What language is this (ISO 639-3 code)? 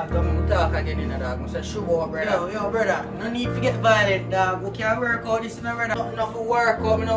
jam